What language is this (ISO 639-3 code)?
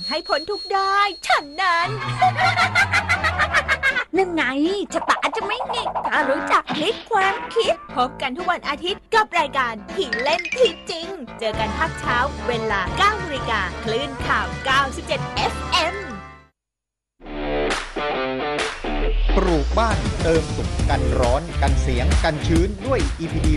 tha